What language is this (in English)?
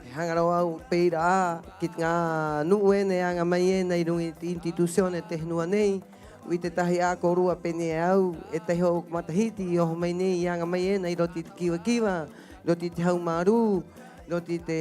Rapanui